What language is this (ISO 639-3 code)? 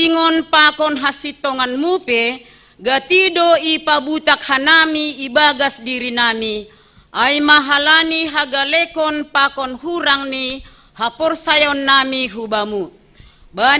bts